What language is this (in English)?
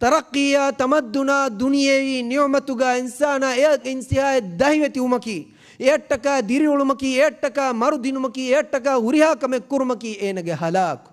Divehi